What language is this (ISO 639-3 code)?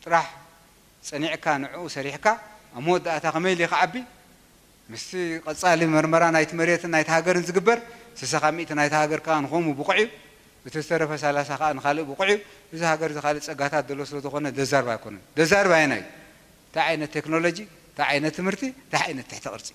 tir